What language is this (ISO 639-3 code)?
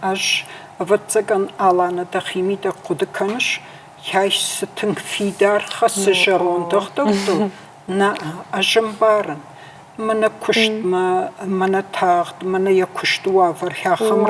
oss